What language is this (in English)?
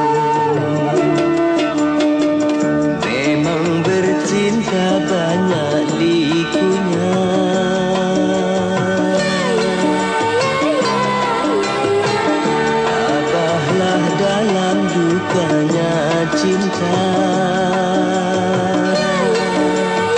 Malay